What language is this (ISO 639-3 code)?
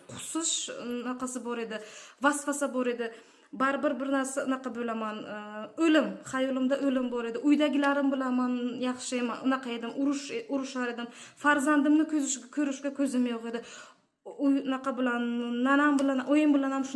uzb